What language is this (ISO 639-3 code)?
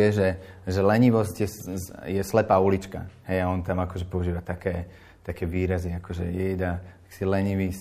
slk